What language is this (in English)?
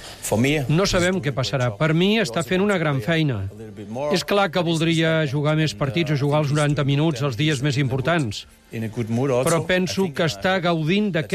Catalan